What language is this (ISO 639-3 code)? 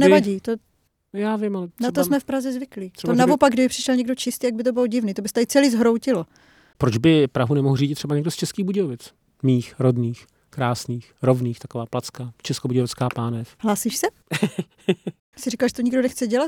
ces